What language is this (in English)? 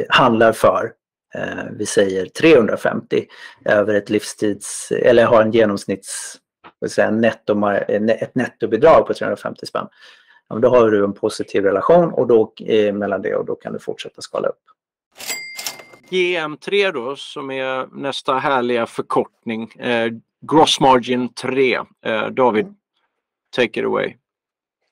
Swedish